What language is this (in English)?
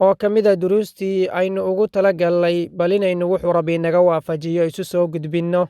Somali